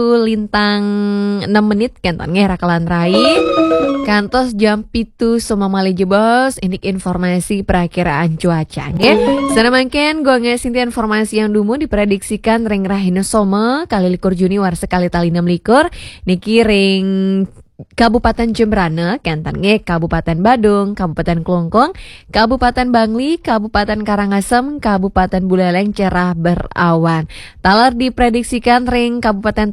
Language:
Balinese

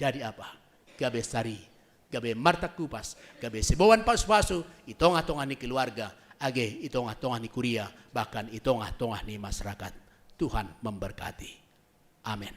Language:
Batak Simalungun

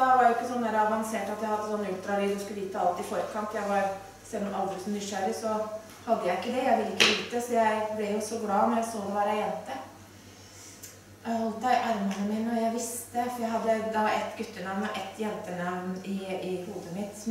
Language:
Norwegian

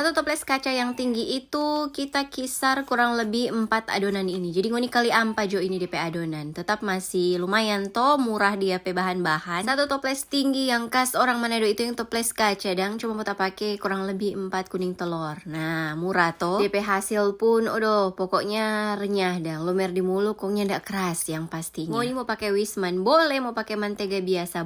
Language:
Manado Malay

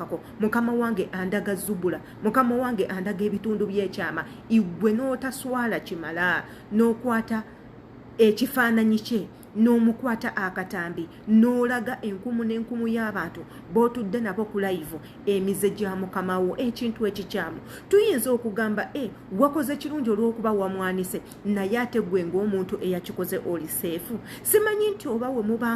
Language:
Ganda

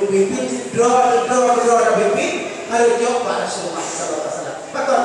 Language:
Achinese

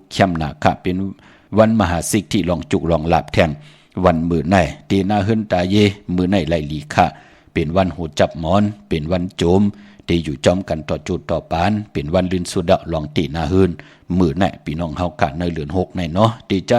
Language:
Shan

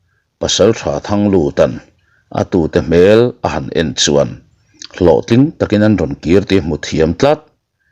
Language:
Mizo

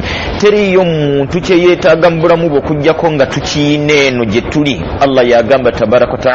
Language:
Ganda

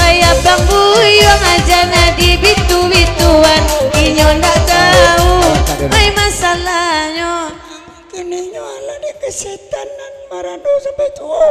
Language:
Minangkabau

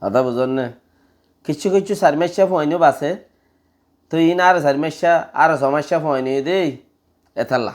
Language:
Rohingya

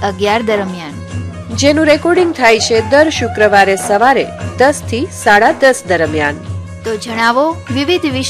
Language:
Gujarati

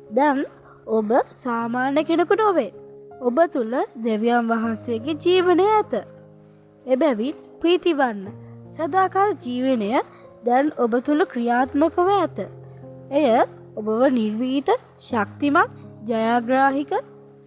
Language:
Sinhala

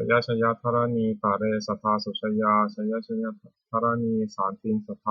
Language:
Pali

